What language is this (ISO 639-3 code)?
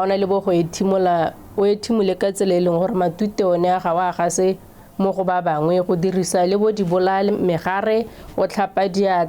tsn